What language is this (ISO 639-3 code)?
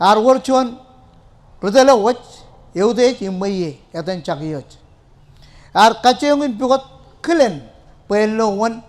mah